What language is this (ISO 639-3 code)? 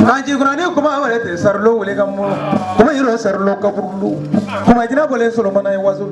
bam